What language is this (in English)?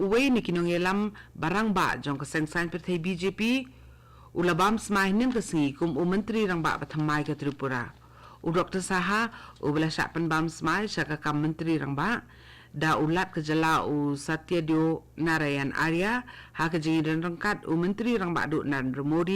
Khasi